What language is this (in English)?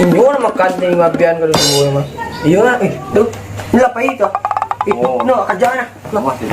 Minangkabau